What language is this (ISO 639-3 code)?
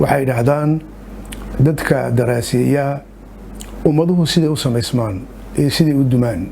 som